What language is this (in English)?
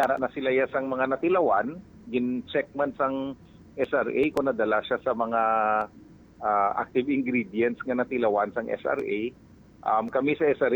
Hiligaynon